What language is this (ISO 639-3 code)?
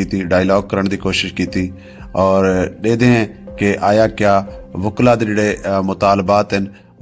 skr